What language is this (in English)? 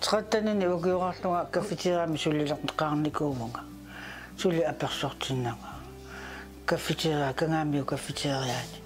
Kalaallisut